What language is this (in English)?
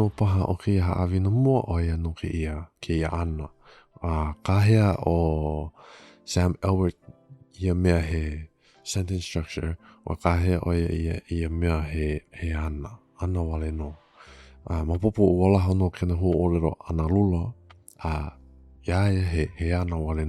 Hawaiian